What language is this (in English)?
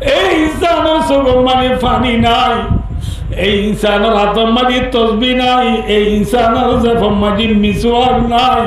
Rohingya